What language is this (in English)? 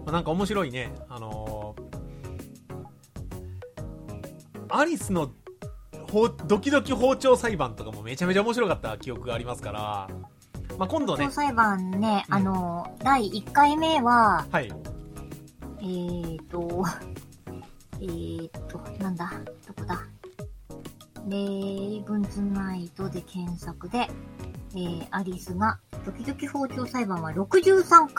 Japanese